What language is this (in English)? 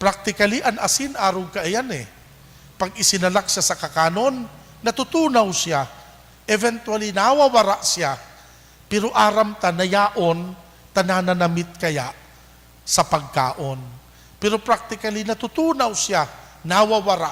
Bikol